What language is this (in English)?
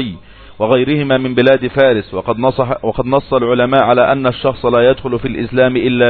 Arabic